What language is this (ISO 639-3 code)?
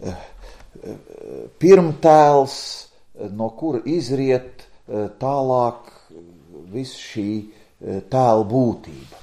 lav